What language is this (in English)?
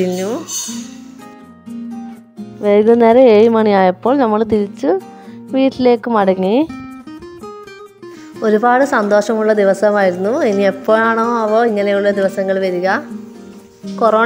Malayalam